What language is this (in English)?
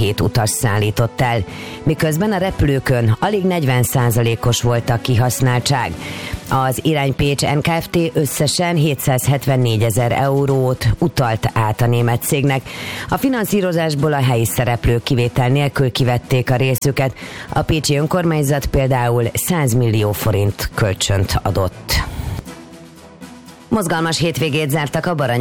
Hungarian